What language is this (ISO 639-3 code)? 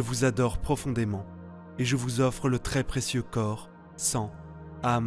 fra